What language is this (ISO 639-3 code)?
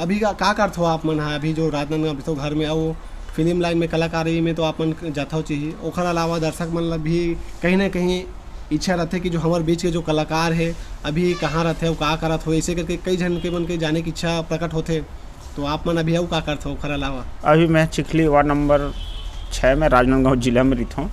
hne